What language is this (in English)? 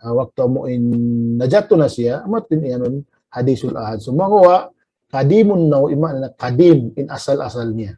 Tausug